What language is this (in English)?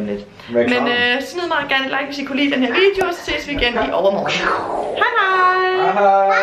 Danish